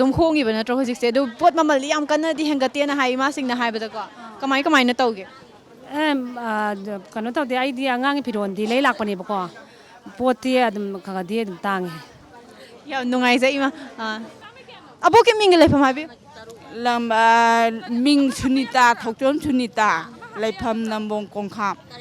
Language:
Manipuri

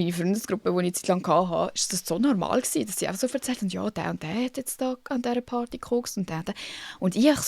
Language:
Swiss German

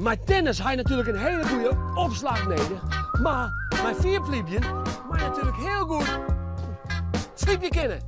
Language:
Western Frisian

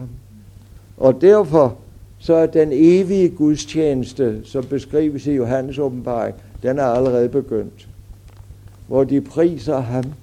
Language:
Danish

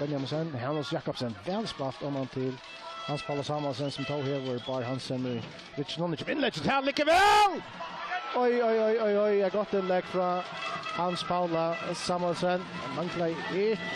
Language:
Faroese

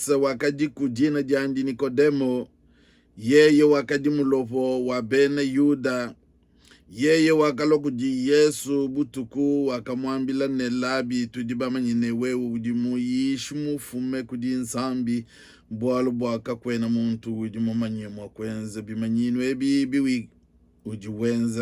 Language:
Luba-Lulua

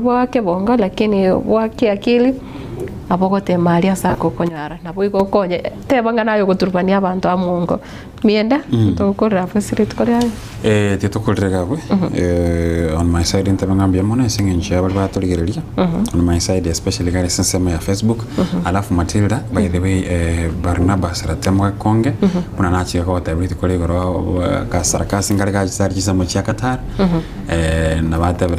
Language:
Gusii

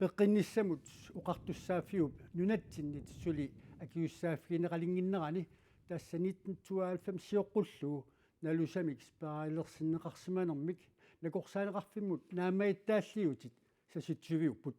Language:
Kalaallisut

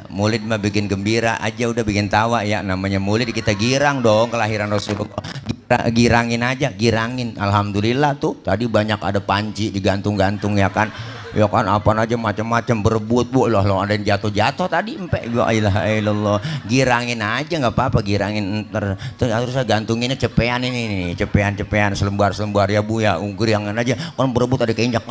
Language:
Betawi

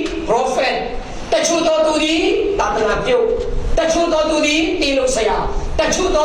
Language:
Falam Chin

